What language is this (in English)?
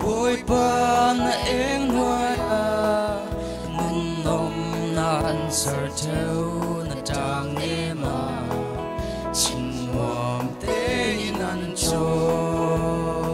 Falam Chin